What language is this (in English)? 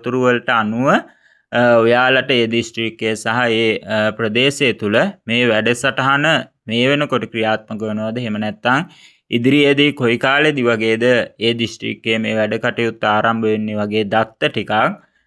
Sinhala